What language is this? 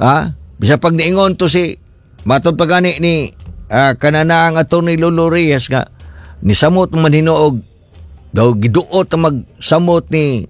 Cebuano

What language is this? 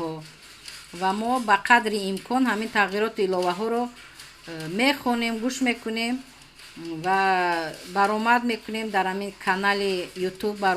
Tajik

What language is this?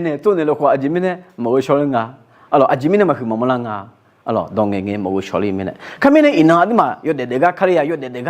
Akha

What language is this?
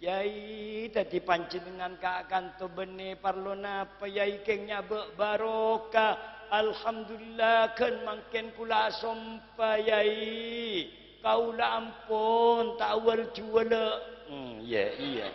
Madurese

